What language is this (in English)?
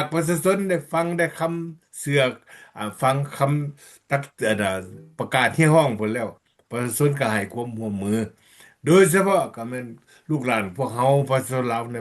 Lao